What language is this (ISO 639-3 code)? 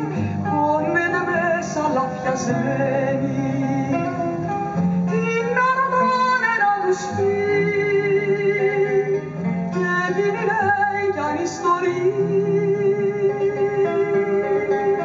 ell